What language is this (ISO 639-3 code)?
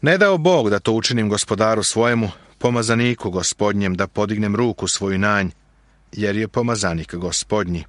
srp